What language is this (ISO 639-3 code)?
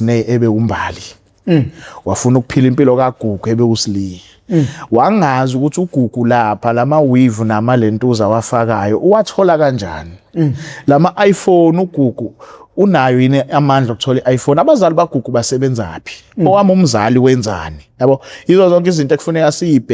zul